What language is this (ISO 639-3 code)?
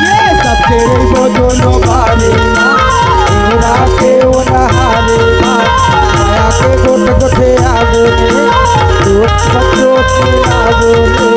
hne